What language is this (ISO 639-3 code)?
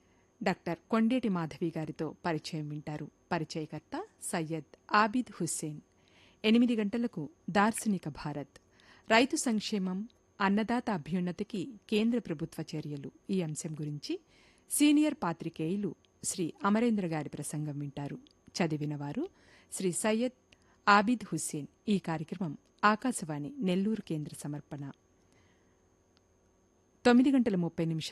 tel